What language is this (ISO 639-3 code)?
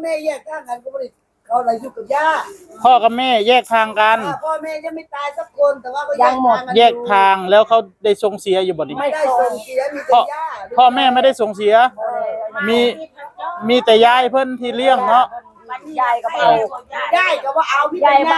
tts